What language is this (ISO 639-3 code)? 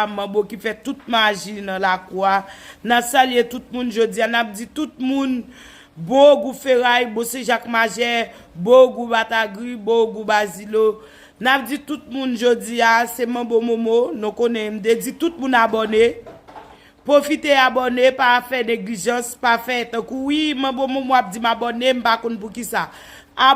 hat